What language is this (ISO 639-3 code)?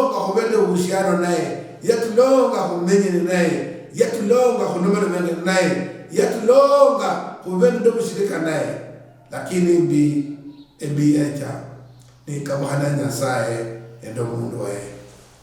luy